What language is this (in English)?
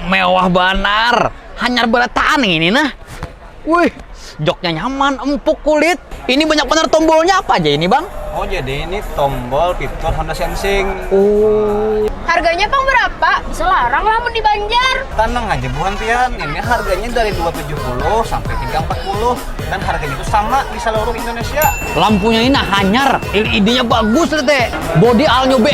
Banjar